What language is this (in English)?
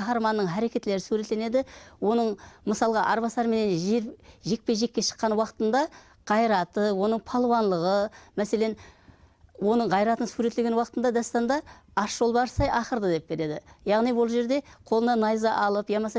Kara-Kalpak